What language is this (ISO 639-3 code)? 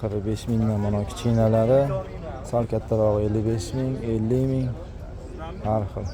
uzb